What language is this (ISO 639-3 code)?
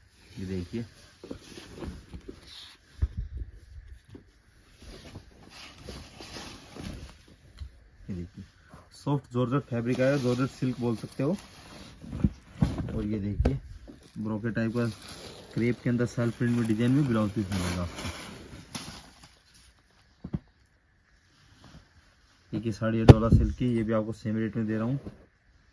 hin